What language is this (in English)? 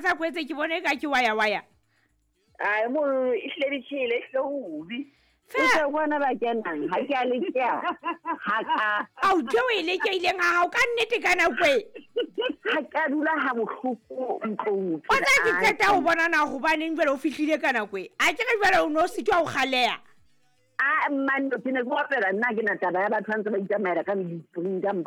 Southern Sotho